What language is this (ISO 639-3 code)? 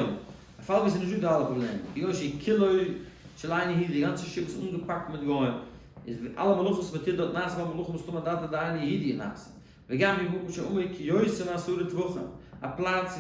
yid